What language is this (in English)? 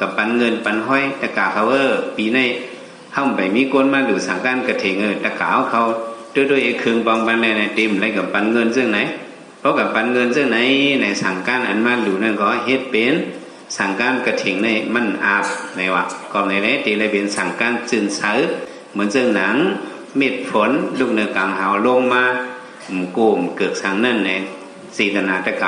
Shan